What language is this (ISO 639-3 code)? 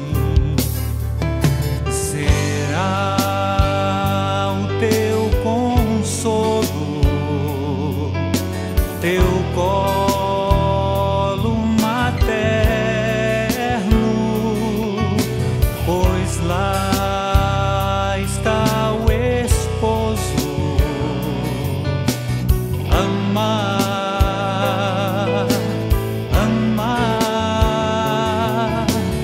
por